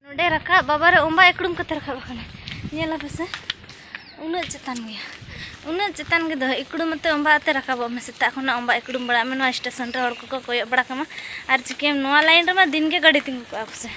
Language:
Santali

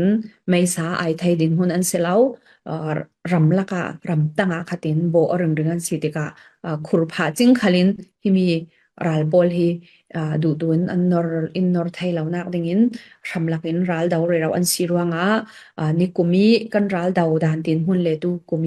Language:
Falam Chin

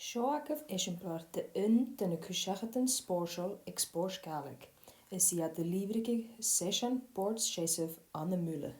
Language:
Scottish Gaelic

